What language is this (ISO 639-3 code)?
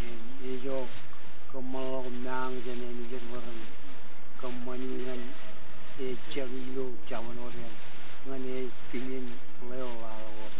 mah